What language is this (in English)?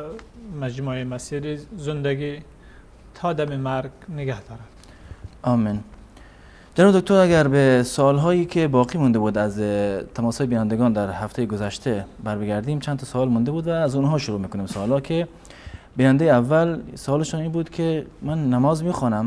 Persian